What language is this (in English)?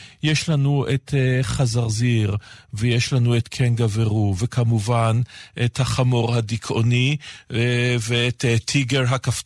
Hebrew